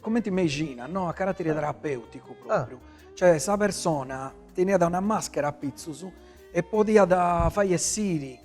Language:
Sardinian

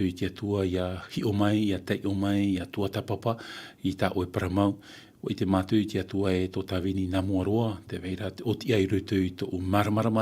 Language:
Tahitian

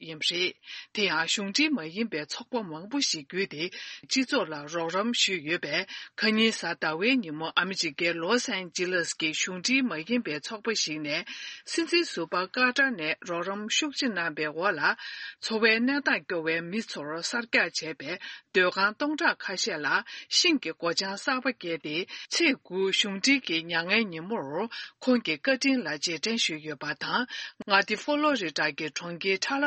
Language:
Tibetan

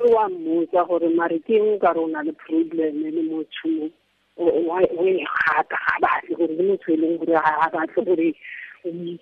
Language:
Tswana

